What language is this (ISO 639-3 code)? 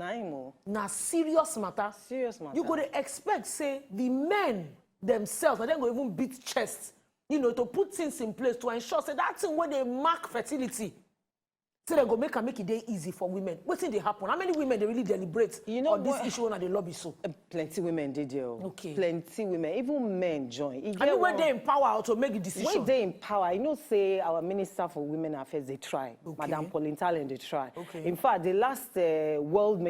pcm